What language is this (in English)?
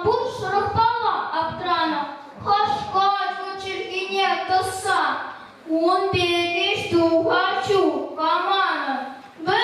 Chuvash